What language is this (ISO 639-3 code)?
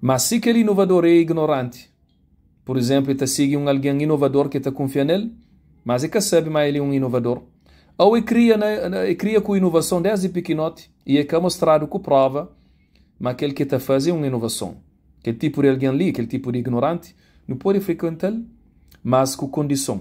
kea